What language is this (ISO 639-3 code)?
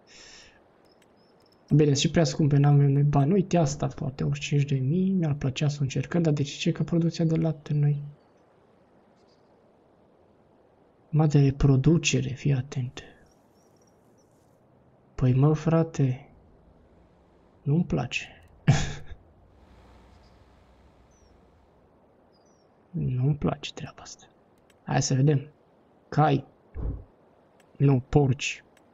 ron